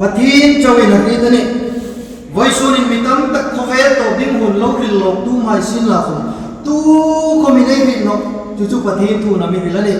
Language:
Hmar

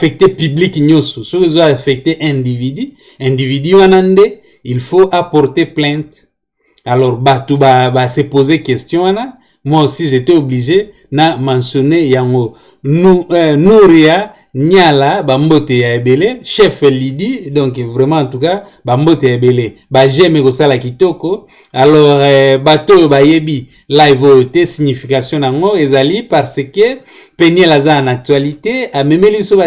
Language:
Lingala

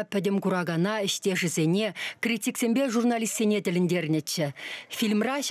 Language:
Chuvash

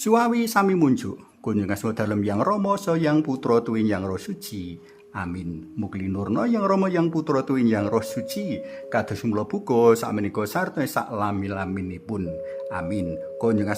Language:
Javanese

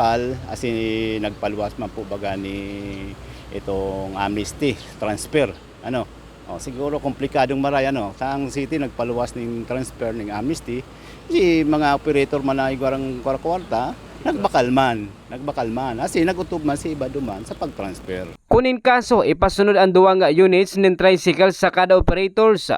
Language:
Bikol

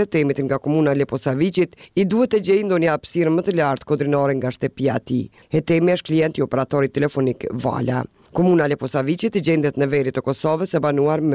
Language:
Albanian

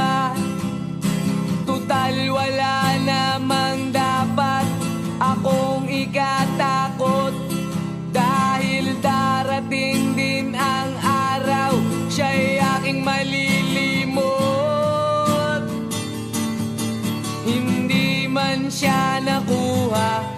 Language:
Filipino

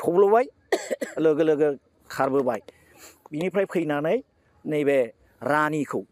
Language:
Bodo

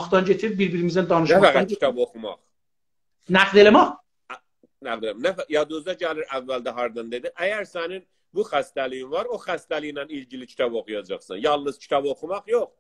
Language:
South Azerbaijani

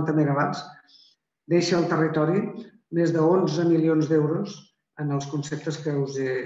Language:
Catalan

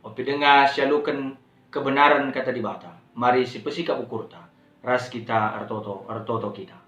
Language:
Batak Karo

